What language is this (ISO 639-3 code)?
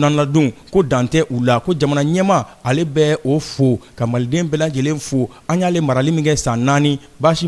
bam